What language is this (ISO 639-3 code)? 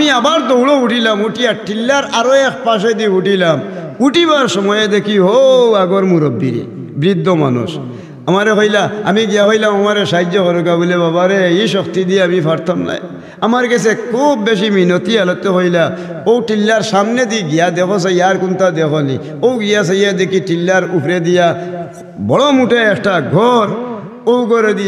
syl